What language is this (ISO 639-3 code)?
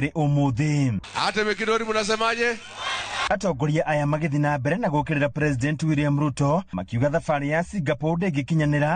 kik